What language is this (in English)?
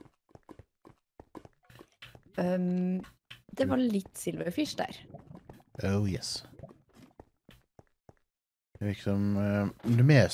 Norwegian